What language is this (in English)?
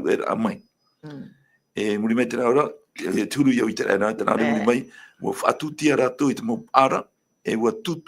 Tahitian